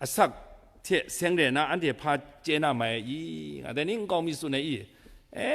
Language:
Kachin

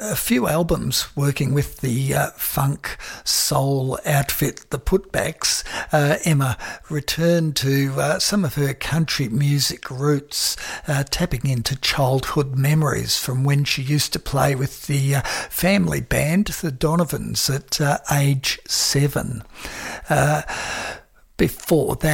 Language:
English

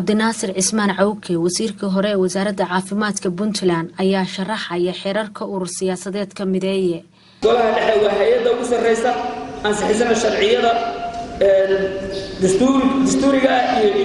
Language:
Somali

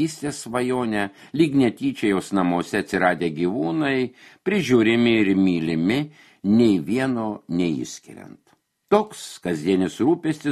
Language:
Lithuanian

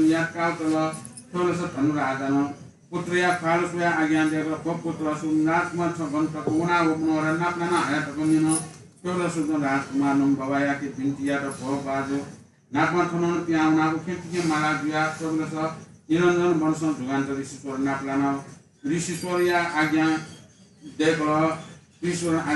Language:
Newari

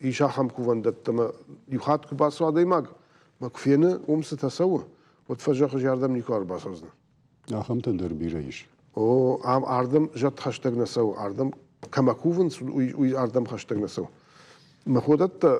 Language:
Ossetic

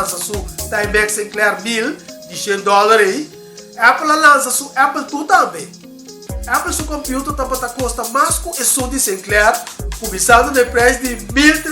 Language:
Papiamento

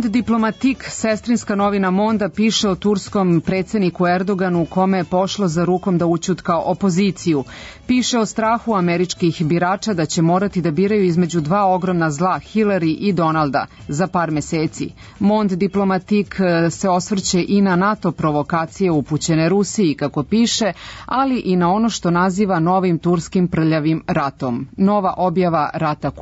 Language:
Serbian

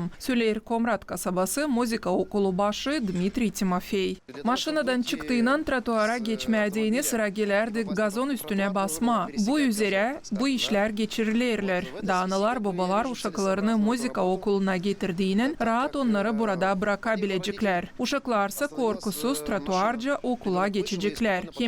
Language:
Gagauz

